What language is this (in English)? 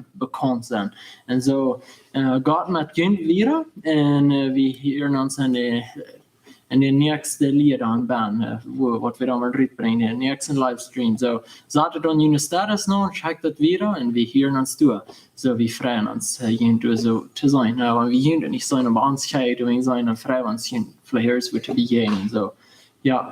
Plautdietsch